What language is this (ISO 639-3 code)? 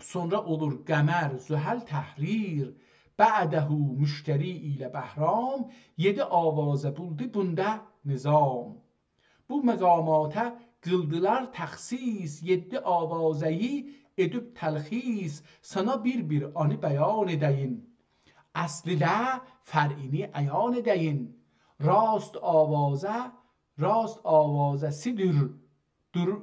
azb